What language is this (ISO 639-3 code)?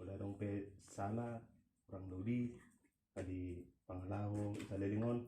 bbc